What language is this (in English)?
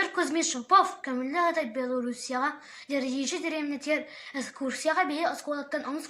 Yakut